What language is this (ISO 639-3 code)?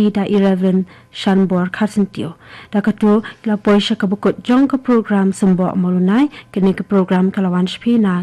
kha